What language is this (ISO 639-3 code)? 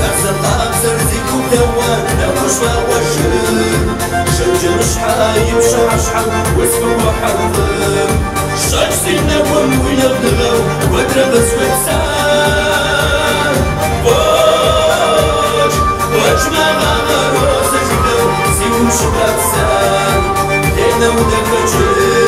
kbd